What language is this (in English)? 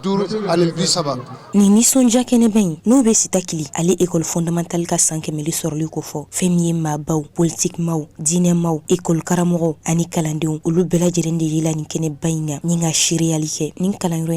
Bambara